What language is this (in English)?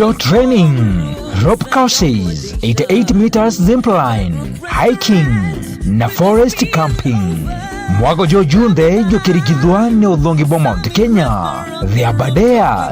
Meru